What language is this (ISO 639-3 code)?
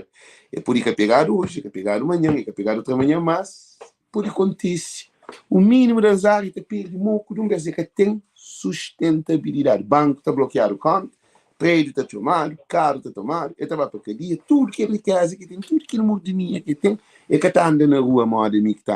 kea